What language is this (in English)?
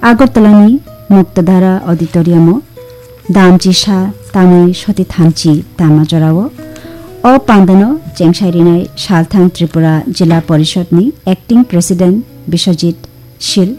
Kok Borok